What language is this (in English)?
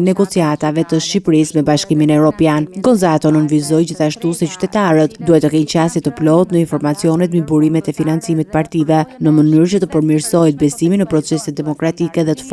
Albanian